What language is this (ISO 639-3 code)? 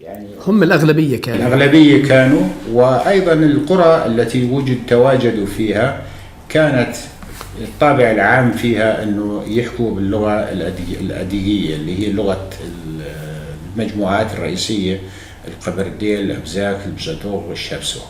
apc